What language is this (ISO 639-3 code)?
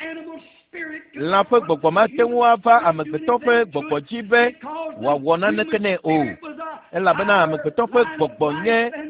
ewe